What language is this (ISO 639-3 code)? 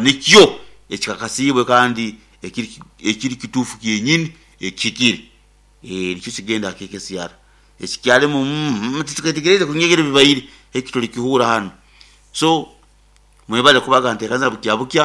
nyo